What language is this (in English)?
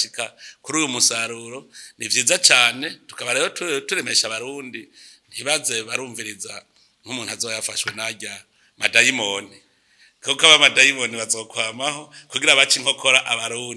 Rundi